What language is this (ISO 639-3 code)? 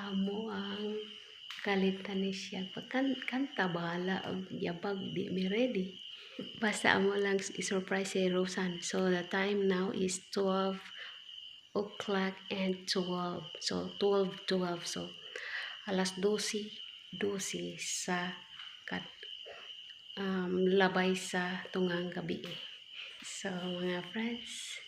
ceb